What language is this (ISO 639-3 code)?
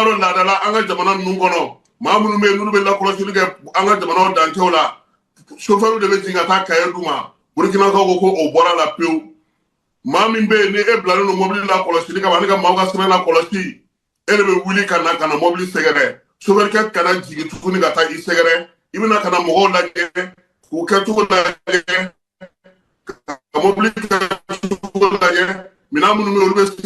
bam